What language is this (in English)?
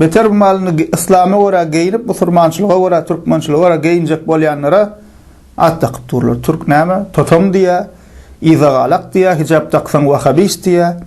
Turkmen